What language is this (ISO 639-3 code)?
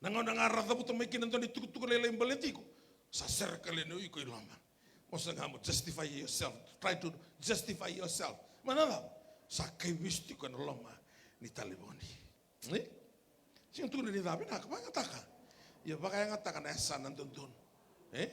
fij